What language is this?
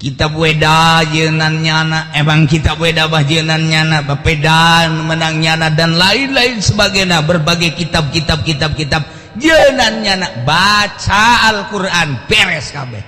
Sundanese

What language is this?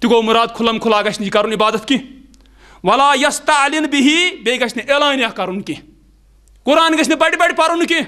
Kashmiri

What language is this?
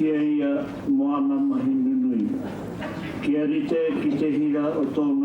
Māori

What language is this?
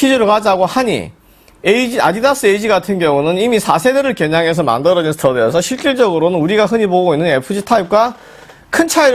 Korean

